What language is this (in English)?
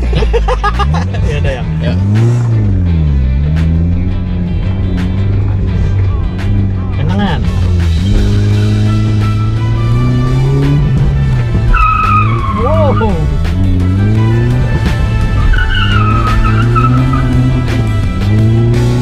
Indonesian